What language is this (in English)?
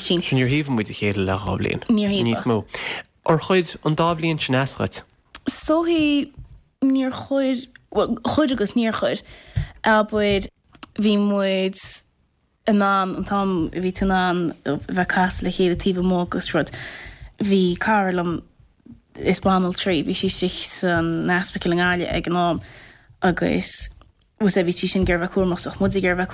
Irish